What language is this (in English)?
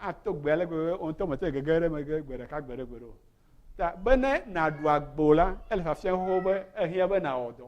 Ewe